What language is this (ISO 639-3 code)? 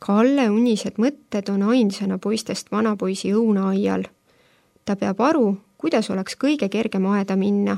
est